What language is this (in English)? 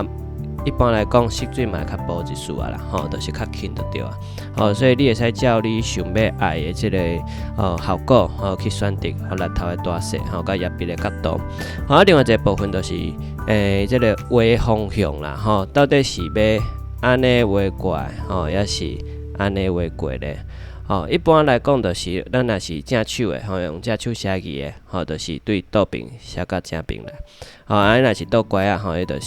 Min Nan Chinese